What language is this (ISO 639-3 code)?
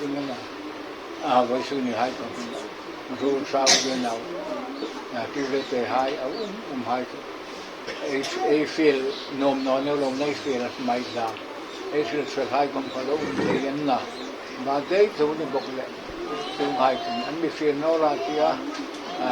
hmr